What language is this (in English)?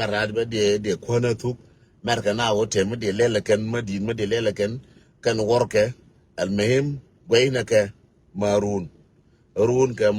Nuer